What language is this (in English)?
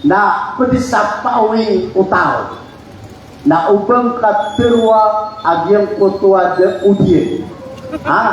Maranao